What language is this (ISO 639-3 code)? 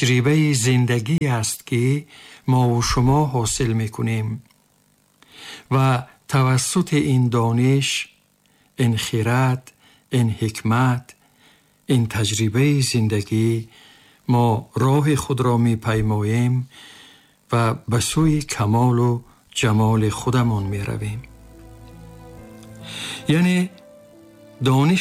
tgk